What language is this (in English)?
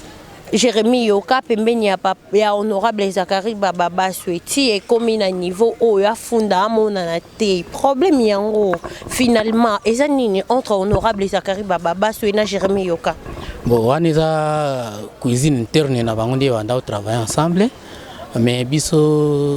Lingala